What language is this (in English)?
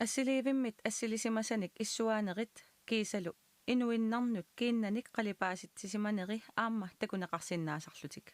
Kalaallisut